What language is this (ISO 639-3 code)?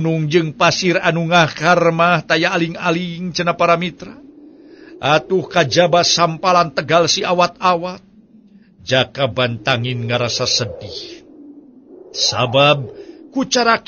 sun